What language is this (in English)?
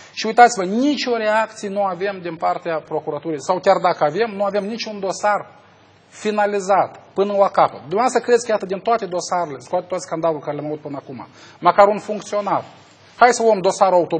Romanian